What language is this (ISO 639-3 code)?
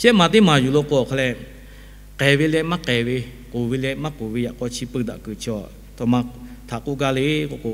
lhu